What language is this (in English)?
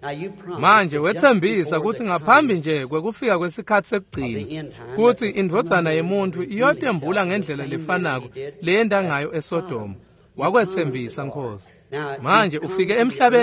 Swati